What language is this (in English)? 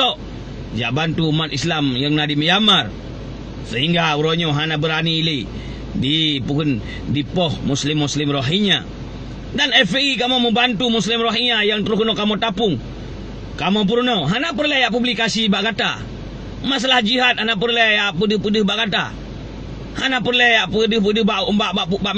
Achinese